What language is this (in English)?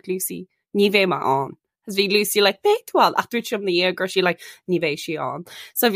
Irish